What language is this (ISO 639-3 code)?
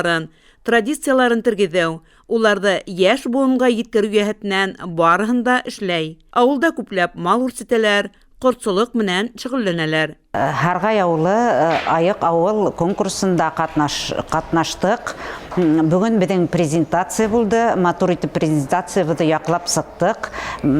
bak